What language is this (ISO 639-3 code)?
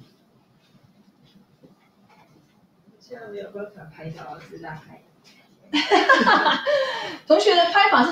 zho